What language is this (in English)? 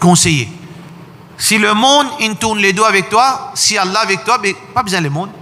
Morisyen